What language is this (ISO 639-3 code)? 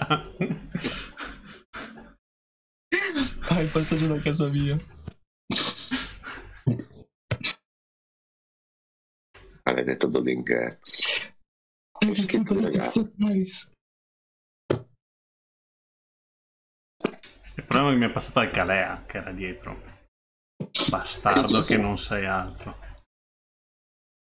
ita